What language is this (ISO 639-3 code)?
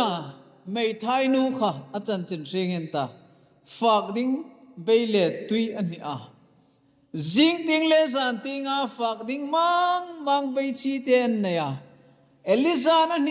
hmr